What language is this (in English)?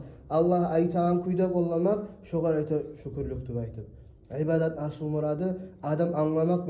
Kumyk